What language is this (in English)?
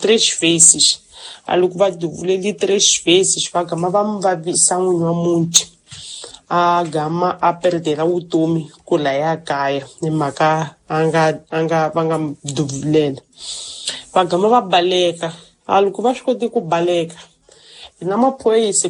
Tsonga